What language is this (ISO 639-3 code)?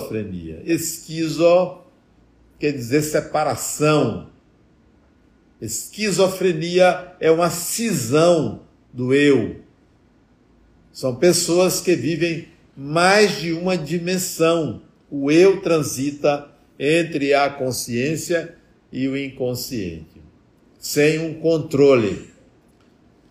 por